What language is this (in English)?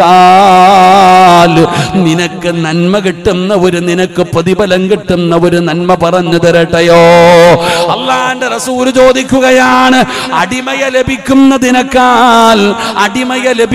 Malayalam